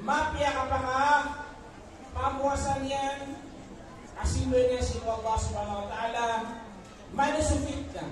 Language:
Maranao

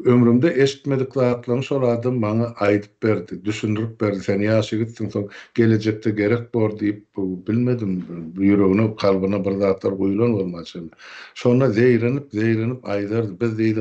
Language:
Turkmen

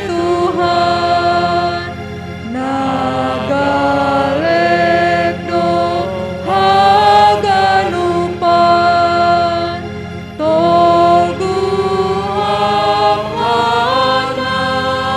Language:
Batak Simalungun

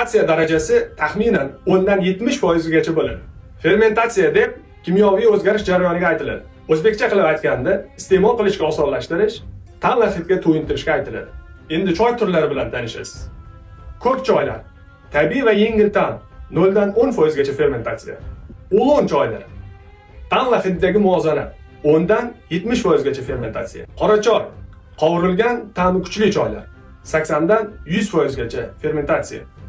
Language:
Uzbek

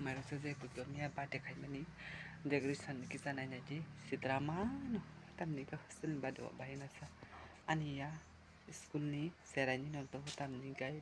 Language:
Kok Borok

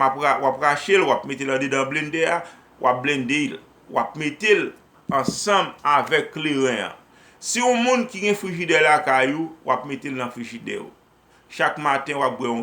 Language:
Haitian Creole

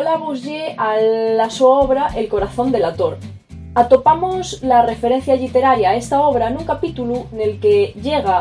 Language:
Asturian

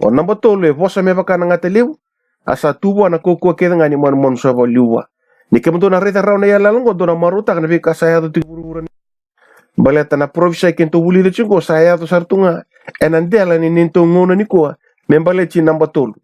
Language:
Fijian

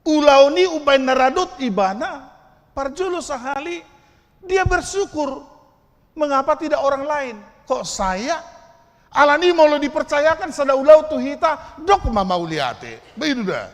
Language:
Batak Toba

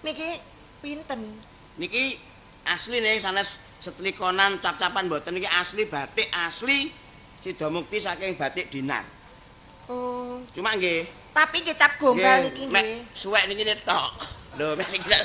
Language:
Javanese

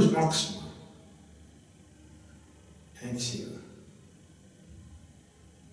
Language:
Estonian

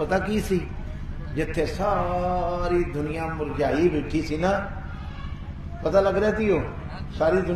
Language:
Punjabi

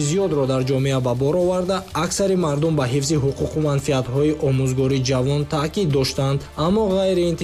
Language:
Tajik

